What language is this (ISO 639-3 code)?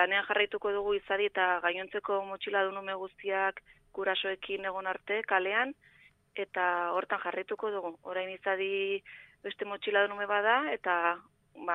eus